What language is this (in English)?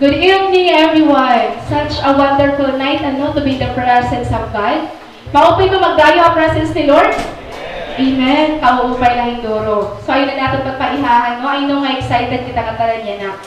Waray